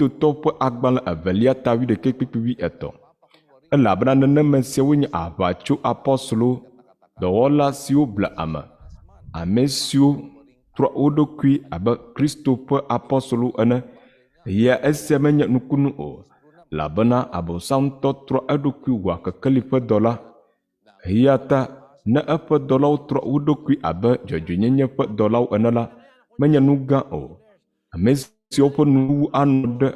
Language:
Ewe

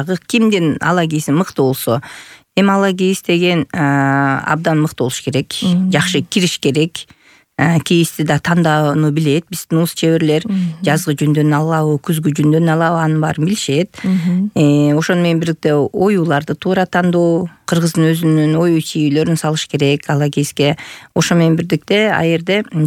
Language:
Kyrgyz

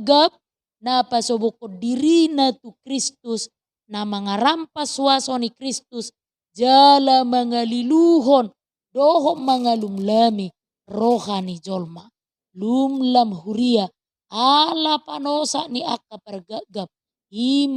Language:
Batak Toba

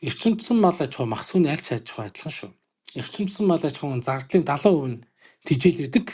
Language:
Mongolian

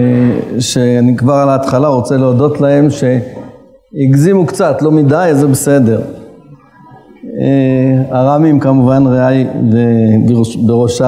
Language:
Hebrew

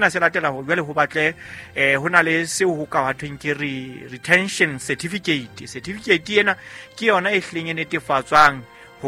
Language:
Southern Sotho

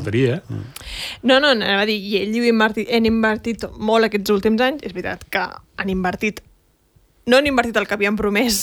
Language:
Catalan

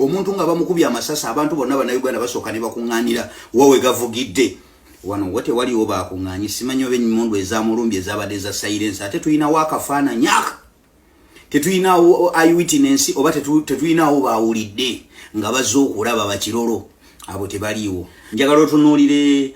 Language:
Ganda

